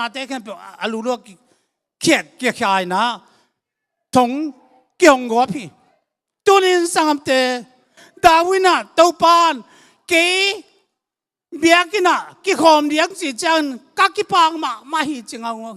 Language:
Tedim Chin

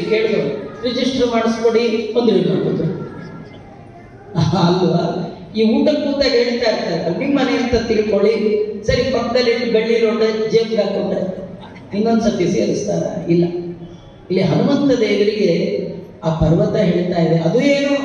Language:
Kannada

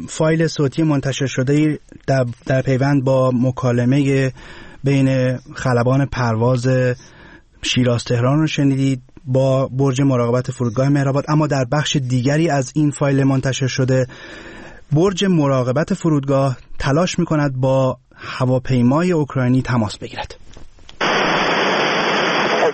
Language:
Persian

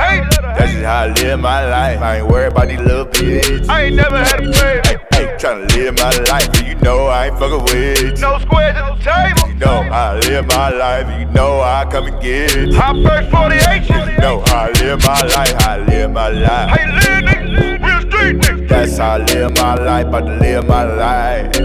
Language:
English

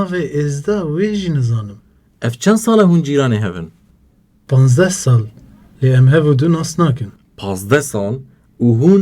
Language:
Kurdish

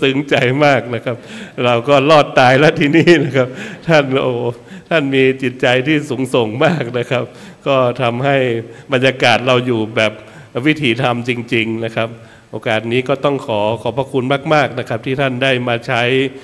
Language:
Thai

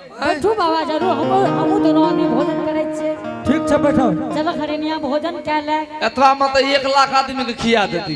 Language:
Angika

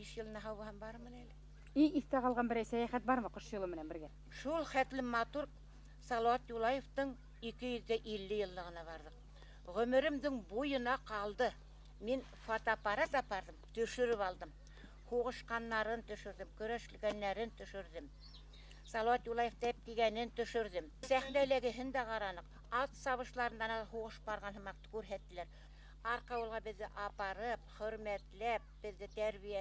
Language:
Bashkir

